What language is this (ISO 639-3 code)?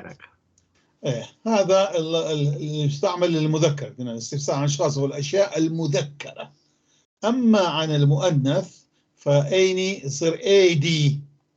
apc